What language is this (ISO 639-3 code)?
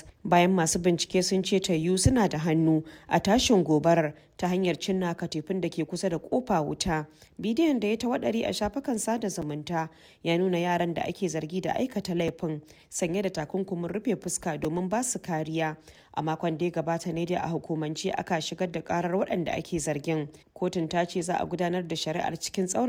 hau